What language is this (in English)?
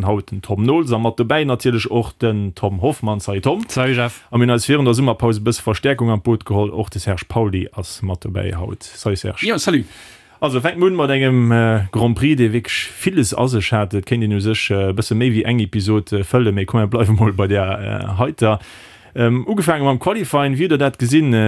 Luxembourgish